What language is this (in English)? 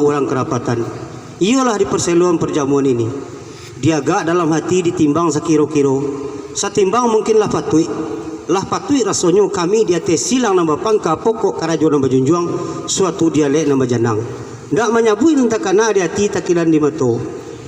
Minangkabau